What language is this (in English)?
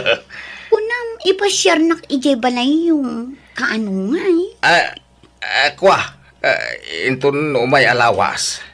Iloko